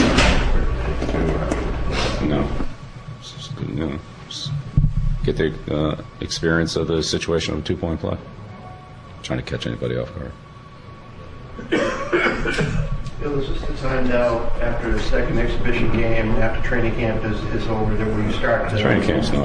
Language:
English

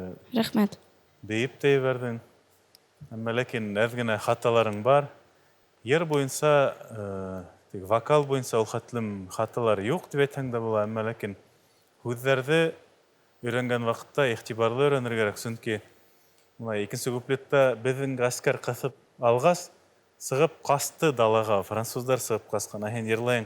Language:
Bashkir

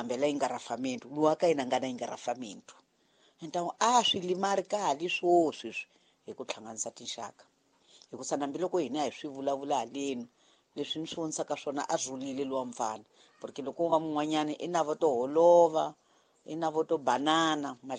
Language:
Tsonga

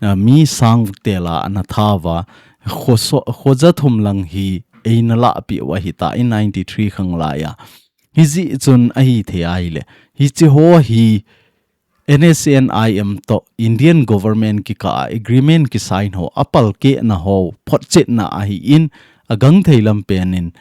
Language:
Thado Chin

